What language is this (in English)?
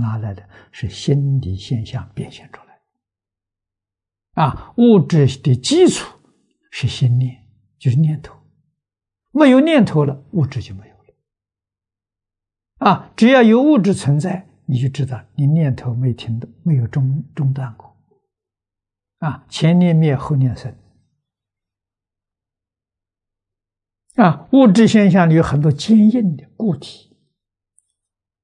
Chinese